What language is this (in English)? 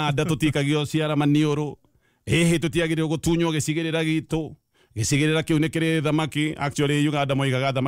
Kikuyu